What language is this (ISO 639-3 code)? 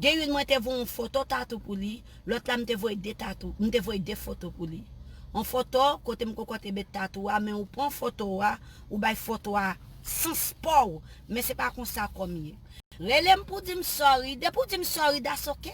hat